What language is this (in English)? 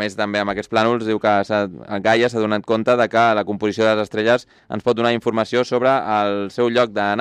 Catalan